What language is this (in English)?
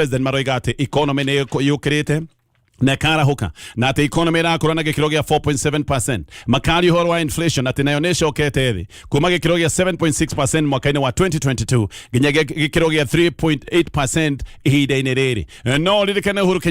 Kikuyu